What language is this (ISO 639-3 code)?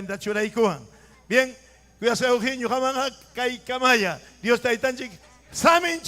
quy